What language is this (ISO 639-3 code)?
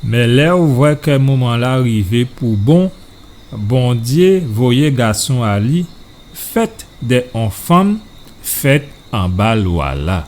gcf